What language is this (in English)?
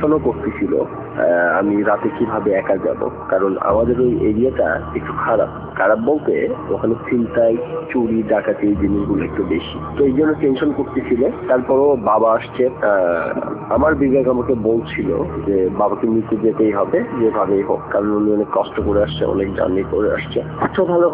Bangla